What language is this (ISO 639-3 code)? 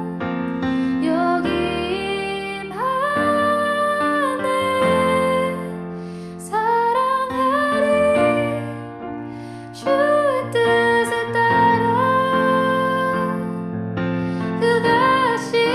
kor